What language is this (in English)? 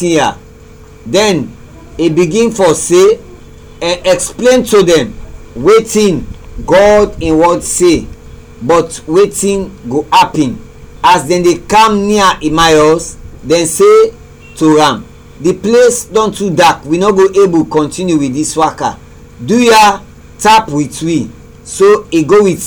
Krio